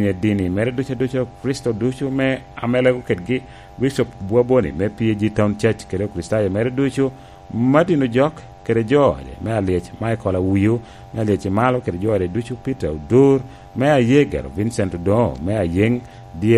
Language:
Lango (Uganda)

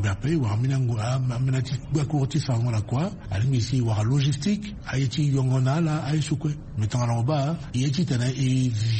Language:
Sango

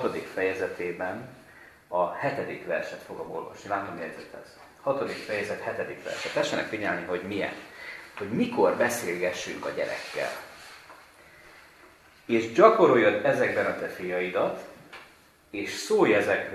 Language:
Hungarian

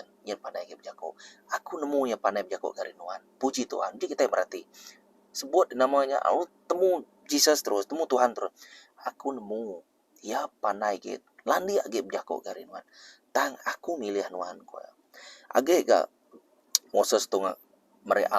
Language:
Iban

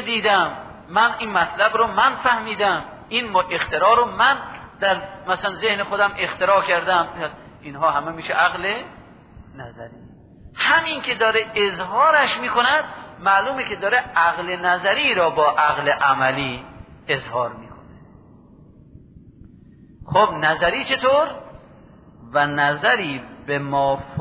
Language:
Persian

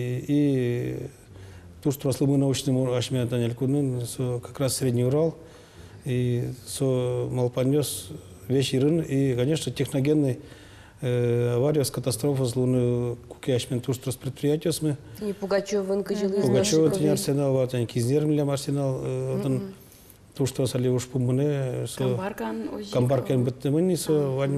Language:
Udmurt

